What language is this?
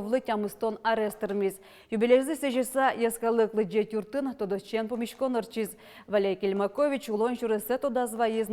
Udmurt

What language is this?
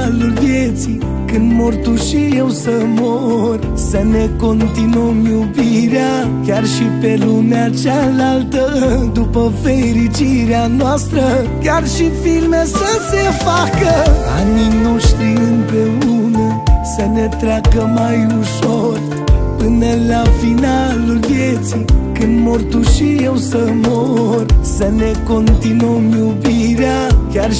Romanian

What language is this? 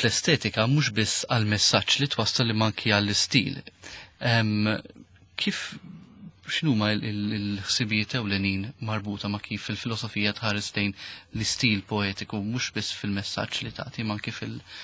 Maltese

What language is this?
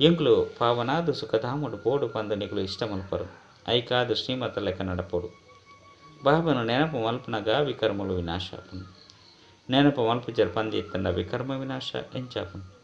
Tulu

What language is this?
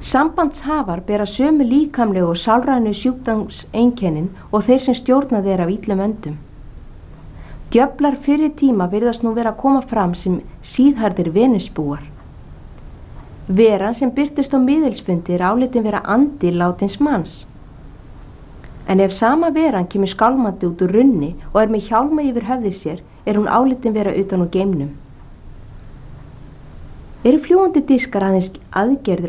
Icelandic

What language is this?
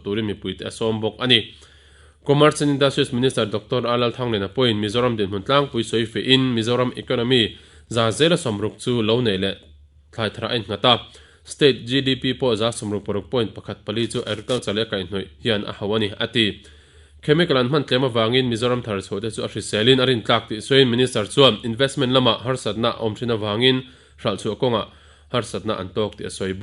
Mizo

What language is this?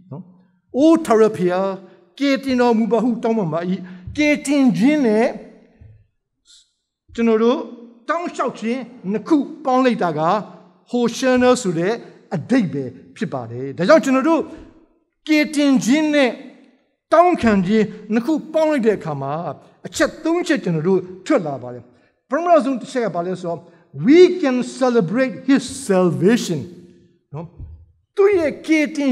Burmese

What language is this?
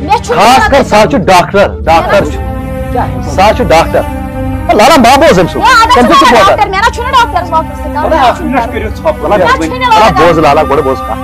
Kashmiri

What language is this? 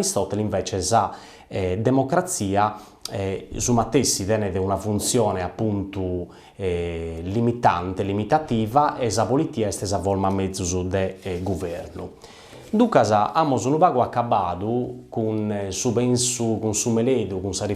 Sardinian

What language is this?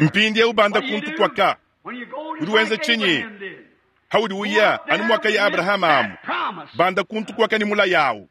Luba-Lulua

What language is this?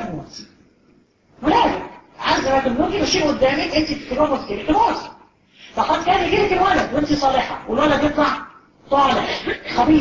Egyptian Arabic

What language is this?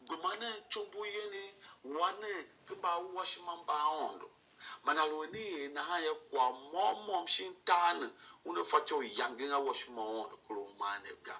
Tiv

